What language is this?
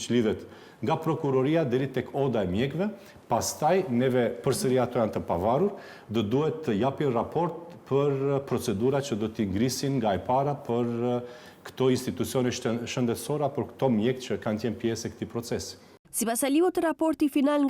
Albanian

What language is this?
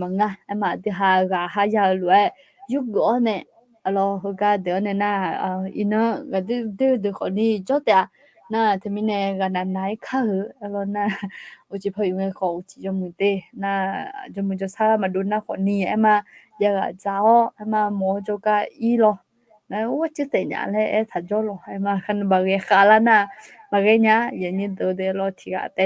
Akha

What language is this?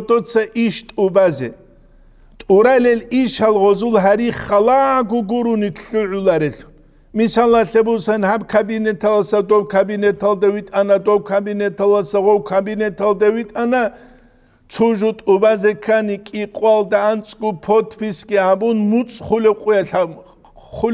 Avaric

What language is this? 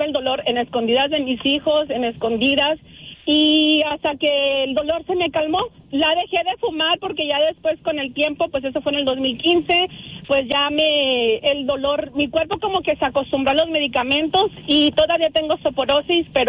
Spanish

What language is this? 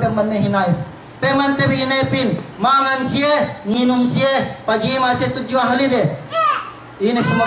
Yakan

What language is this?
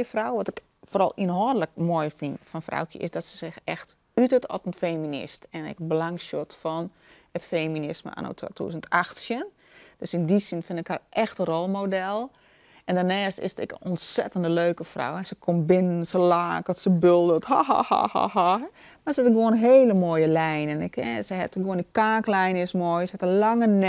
Western Frisian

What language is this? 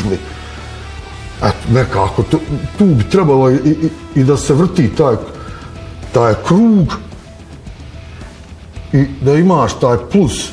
Bosnian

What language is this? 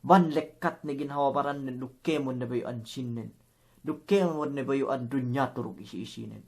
Yakan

